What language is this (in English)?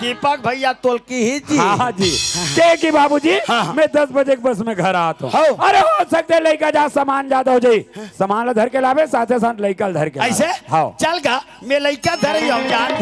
Chhattisgarhi